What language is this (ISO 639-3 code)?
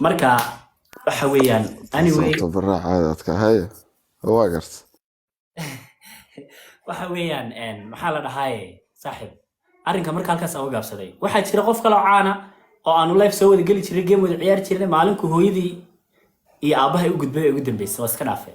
som